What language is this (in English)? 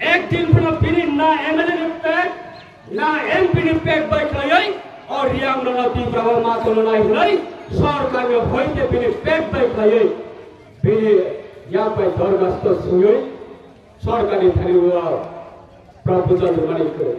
Kok Borok